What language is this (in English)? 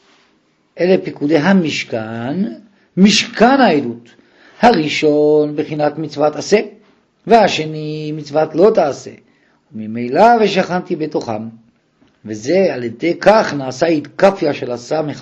Hebrew